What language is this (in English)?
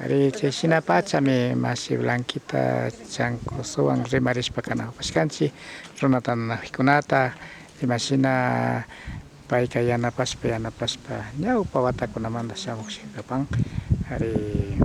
Imbabura Highland Quichua